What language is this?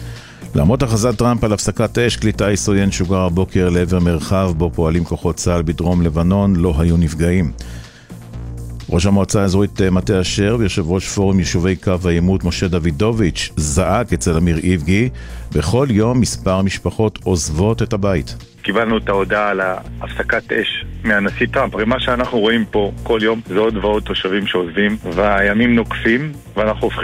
Hebrew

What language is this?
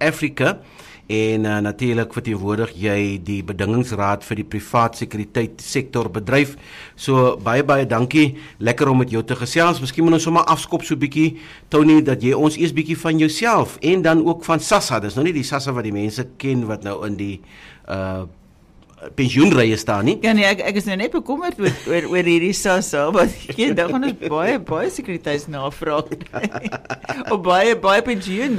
Afrikaans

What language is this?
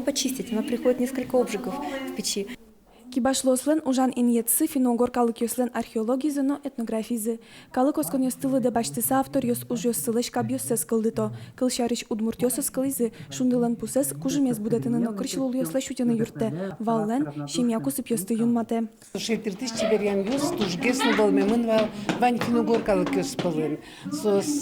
Udmurt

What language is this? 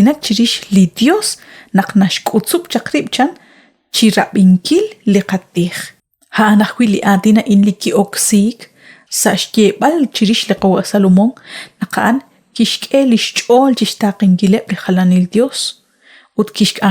Kekchí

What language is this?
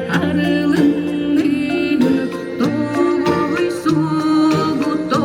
Yakut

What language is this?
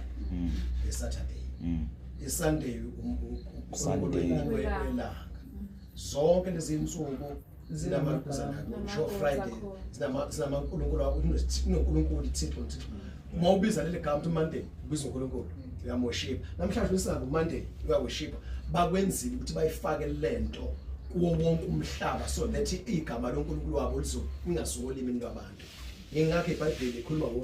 Zulu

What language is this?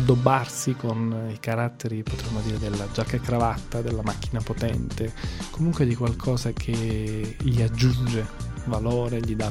Italian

